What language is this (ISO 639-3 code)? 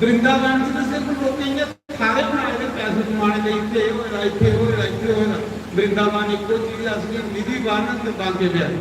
doi